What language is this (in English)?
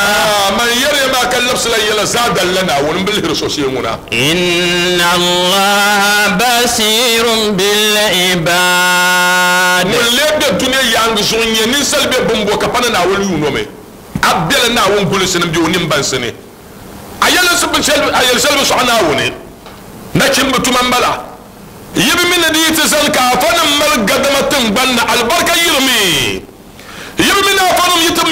Dagbani